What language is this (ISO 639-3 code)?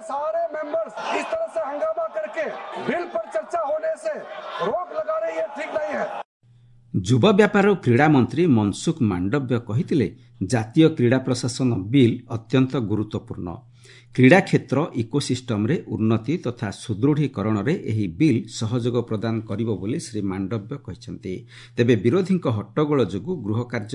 ori